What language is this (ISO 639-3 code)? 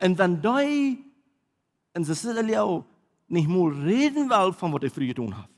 pdt